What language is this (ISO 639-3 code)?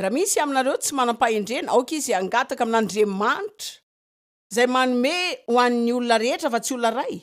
mlg